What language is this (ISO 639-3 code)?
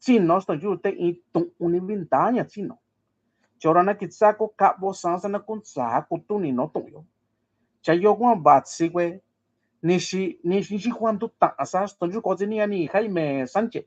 mix